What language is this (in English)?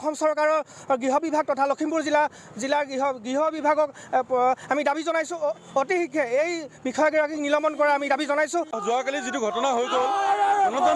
Assamese